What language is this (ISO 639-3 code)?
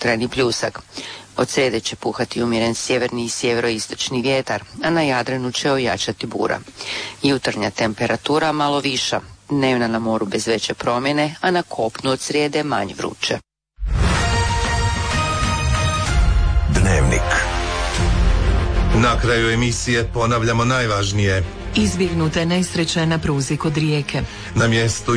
hrv